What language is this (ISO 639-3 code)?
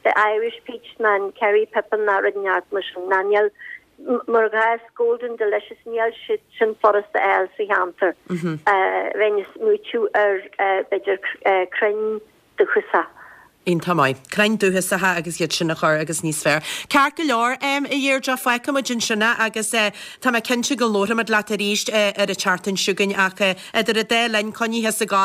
gle